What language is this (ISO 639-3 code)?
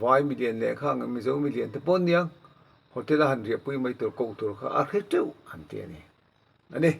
lus